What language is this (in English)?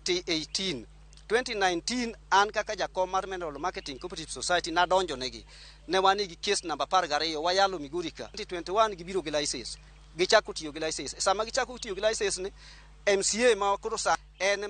Luo (Kenya and Tanzania)